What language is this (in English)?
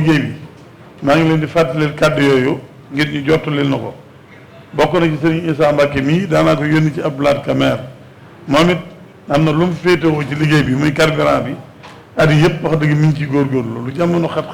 Wolof